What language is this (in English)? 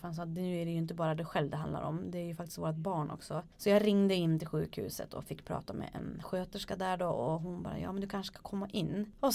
Swedish